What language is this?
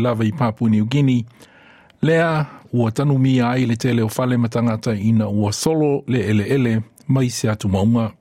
Samoan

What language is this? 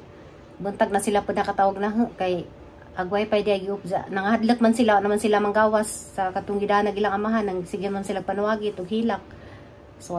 Cebuano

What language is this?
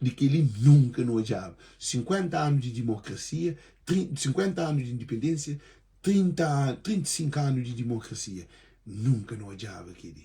Kabuverdianu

